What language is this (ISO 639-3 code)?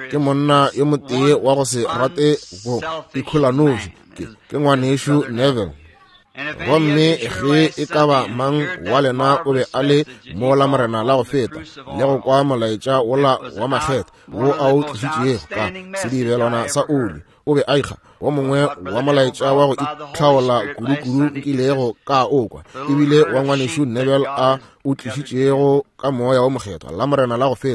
nso